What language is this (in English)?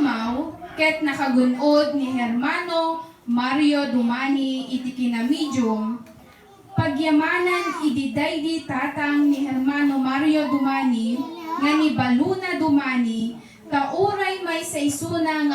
Iloko